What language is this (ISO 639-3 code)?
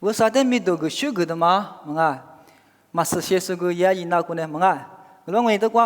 lis